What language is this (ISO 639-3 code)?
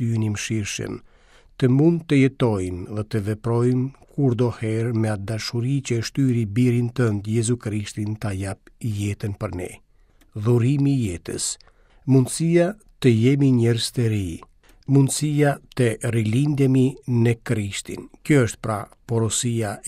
sqi